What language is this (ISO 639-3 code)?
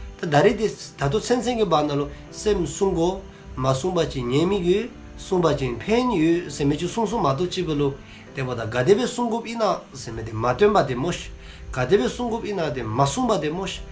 dzo